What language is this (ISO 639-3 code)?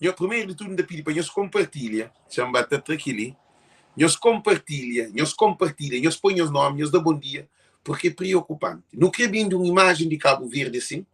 kea